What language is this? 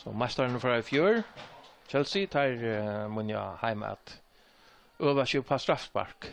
Faroese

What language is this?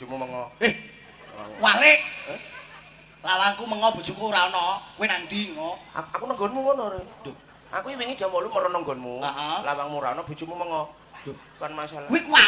Javanese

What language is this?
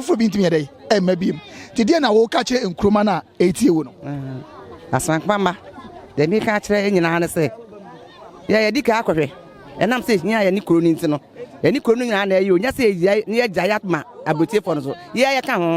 Akan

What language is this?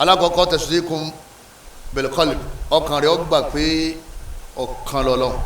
Yoruba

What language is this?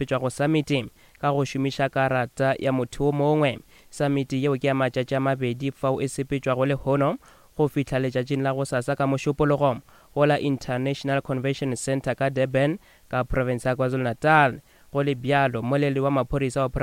Northern Sotho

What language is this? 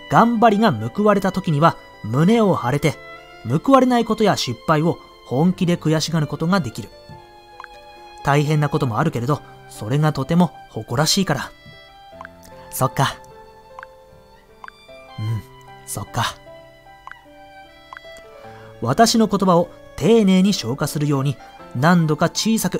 Japanese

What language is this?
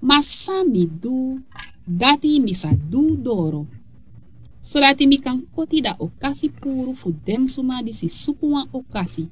Sranan Tongo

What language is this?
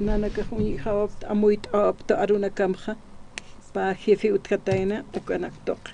Aymara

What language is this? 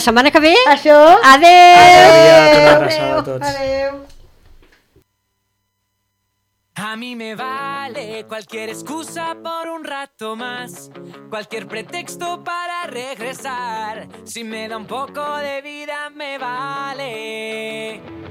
Catalan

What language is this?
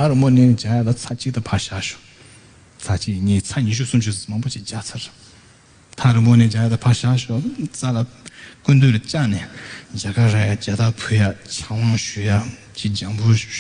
Tibetan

